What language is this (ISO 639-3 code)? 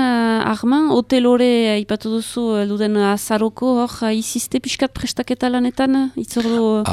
eus